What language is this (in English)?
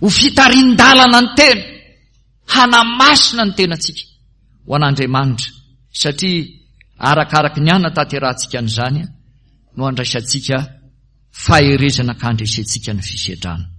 Malagasy